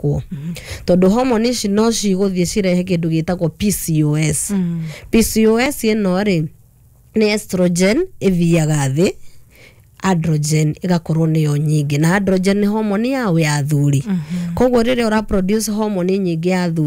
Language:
Kikuyu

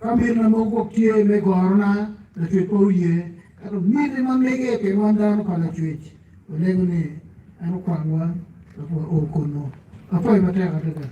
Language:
Acoli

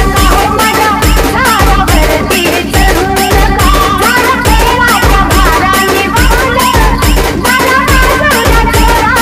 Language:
Marathi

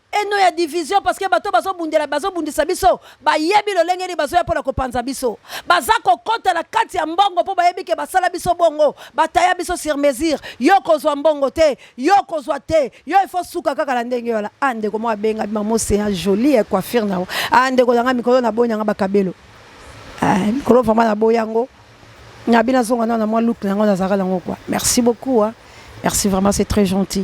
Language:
Lingala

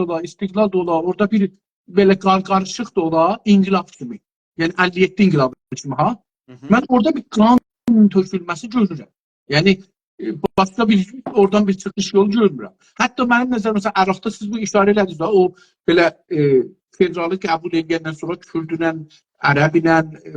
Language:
South Azerbaijani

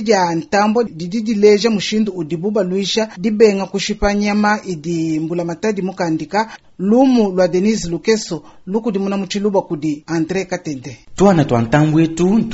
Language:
Luba-Lulua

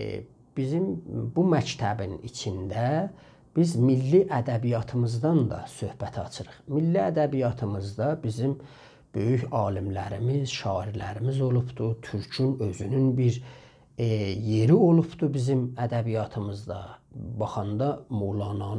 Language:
South Azerbaijani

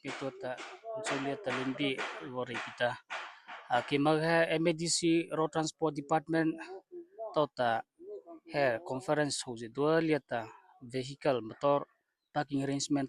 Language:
Mara Chin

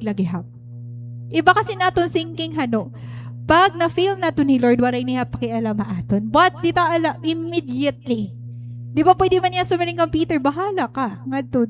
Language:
Waray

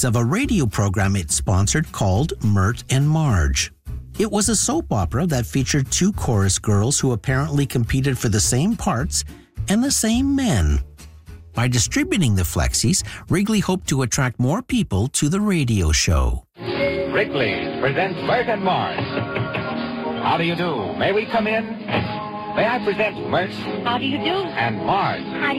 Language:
English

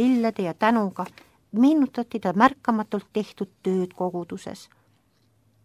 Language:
Estonian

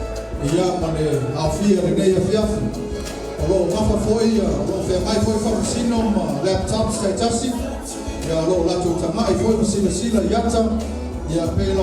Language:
Samoan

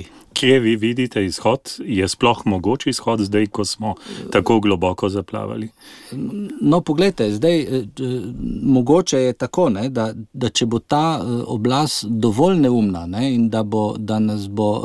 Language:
Slovenian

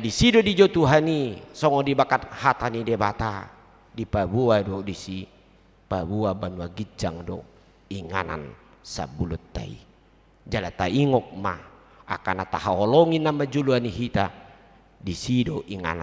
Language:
Batak Toba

